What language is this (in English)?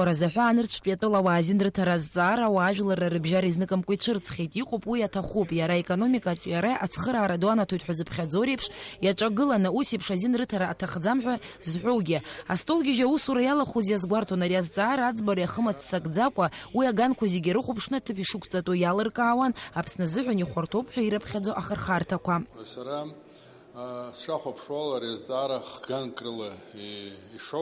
Abkhazian